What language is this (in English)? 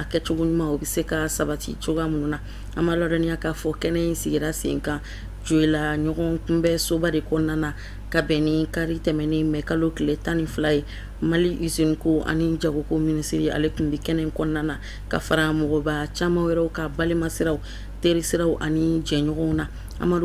Bambara